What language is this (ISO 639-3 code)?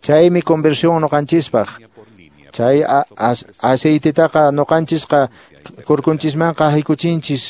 que